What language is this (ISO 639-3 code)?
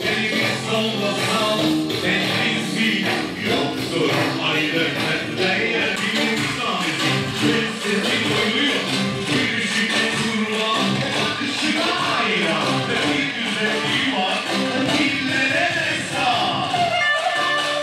tur